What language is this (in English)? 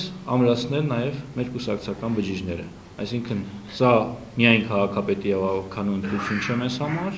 Armenian